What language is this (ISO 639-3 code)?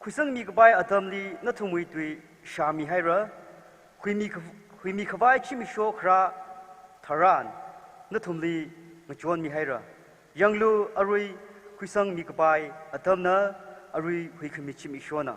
nmf